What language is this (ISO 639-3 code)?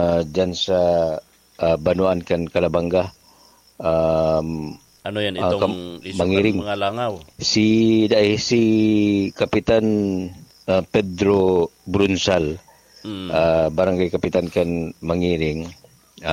bik